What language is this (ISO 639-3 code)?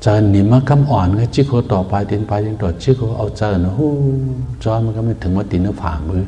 shn